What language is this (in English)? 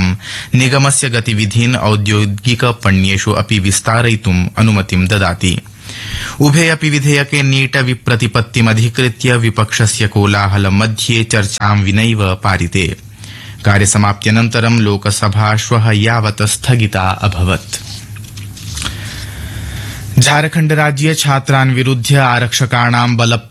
Sanskrit